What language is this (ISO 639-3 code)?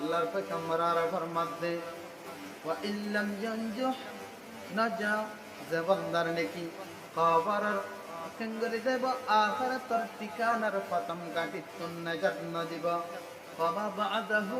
rhg